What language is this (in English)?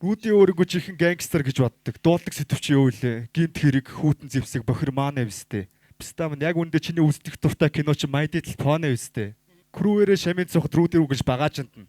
Mongolian